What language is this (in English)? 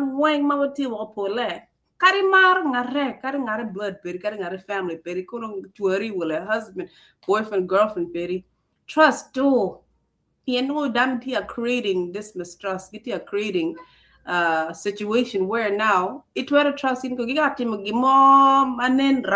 Acoli